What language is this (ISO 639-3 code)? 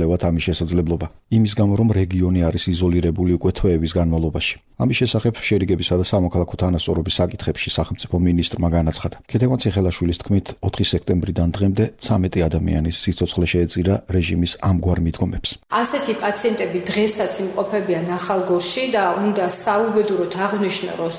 kat